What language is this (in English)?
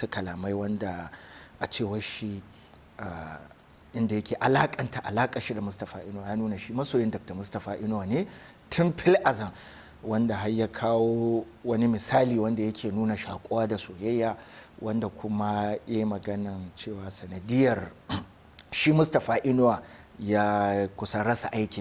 Hausa